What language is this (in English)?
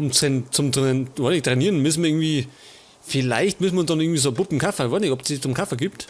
Bavarian